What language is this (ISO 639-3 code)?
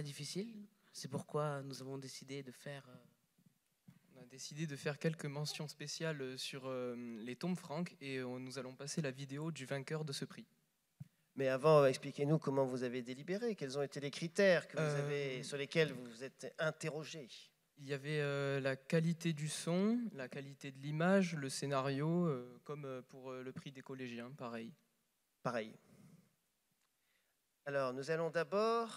fra